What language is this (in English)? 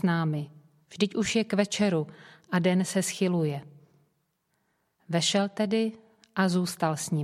Czech